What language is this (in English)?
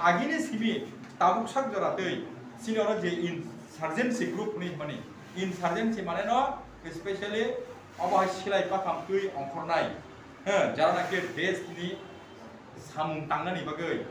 Kok Borok